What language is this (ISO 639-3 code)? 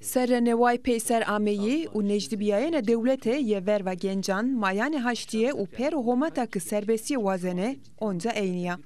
zza